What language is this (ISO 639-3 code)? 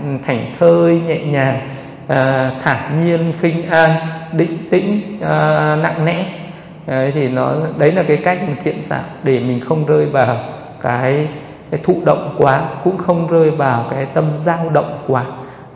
vie